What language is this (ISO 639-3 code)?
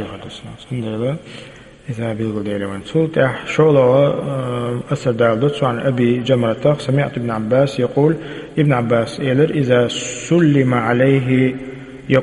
che